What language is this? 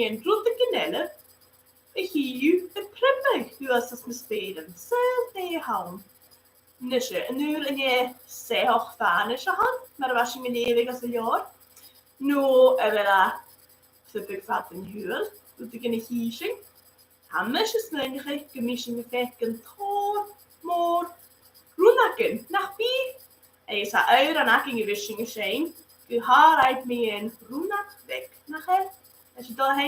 Scottish Gaelic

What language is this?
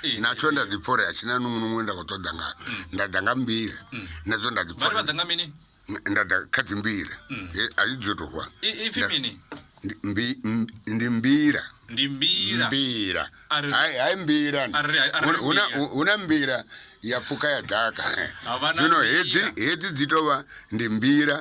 Venda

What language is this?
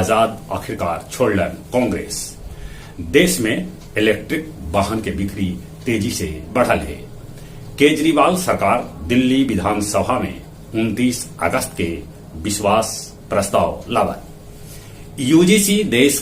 Magahi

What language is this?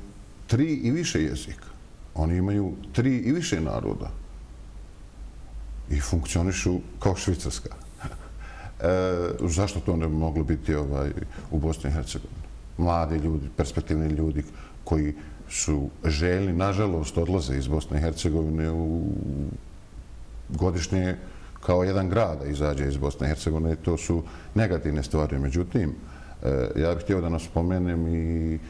Bosnian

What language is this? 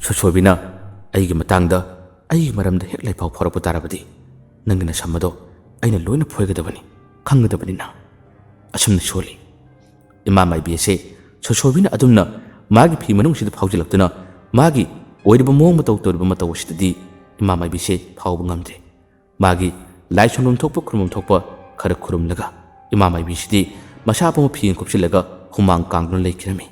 Manipuri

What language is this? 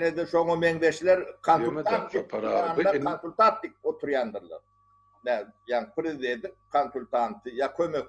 Turkmen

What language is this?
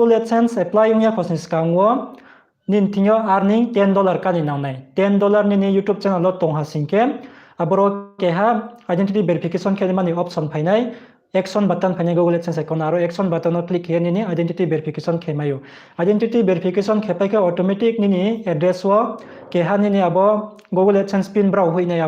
Riang (India)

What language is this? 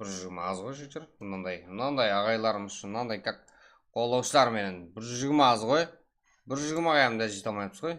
Kara-Kalpak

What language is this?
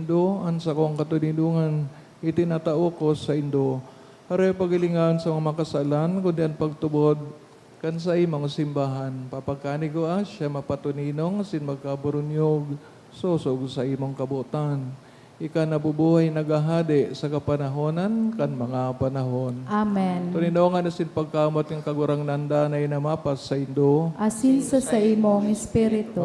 Bikol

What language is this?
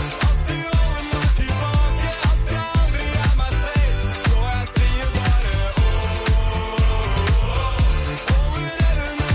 Norwegian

